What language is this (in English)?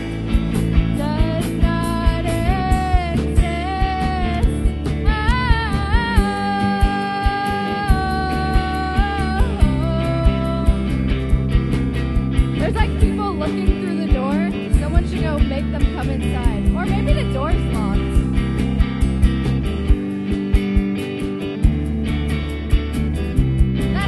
English